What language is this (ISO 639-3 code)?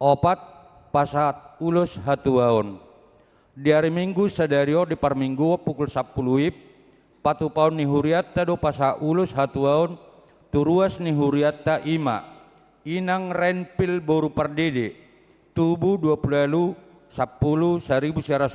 bbc